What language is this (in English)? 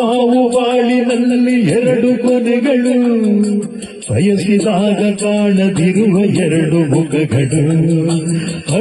Kannada